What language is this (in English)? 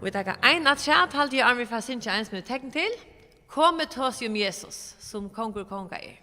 Faroese